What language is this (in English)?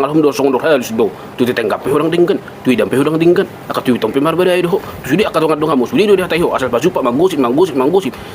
Batak Toba